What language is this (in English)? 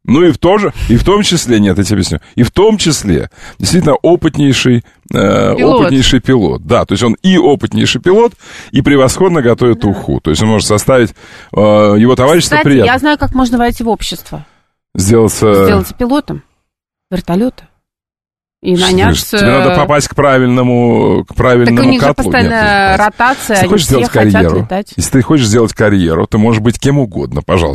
Russian